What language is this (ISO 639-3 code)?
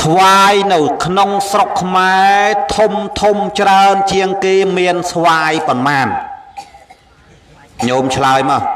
khm